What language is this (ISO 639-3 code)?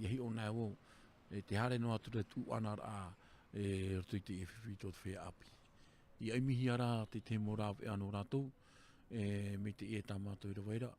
tah